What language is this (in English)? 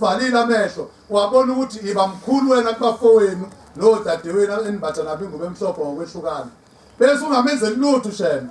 Zulu